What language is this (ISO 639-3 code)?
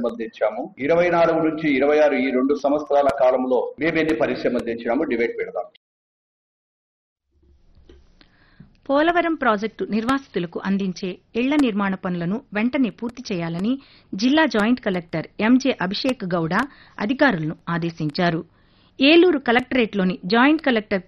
tel